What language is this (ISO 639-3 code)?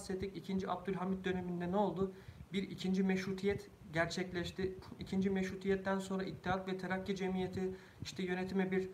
tur